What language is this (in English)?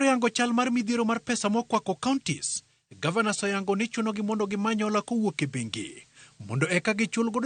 Luo (Kenya and Tanzania)